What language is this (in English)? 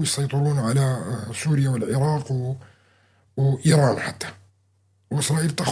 North Levantine Arabic